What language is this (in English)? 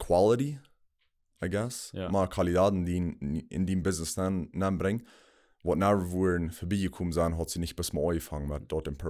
Plautdietsch